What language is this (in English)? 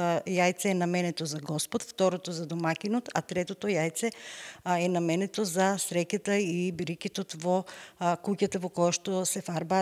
Macedonian